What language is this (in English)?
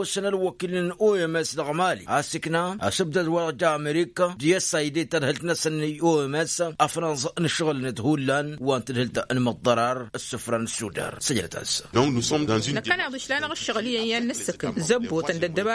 Tamasheq